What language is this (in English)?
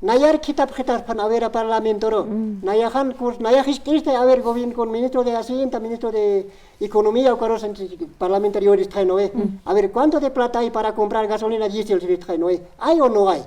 Aymara